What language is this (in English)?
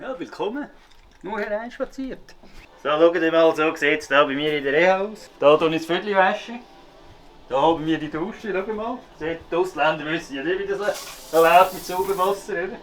Swiss German